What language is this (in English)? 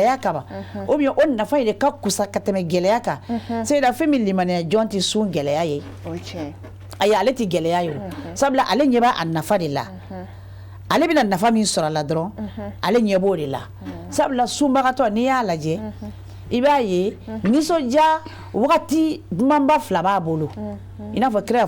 Bambara